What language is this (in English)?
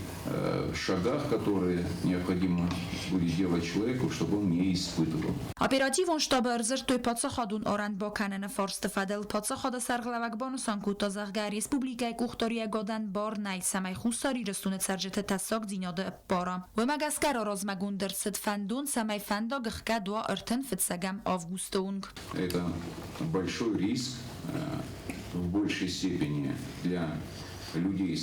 Ossetic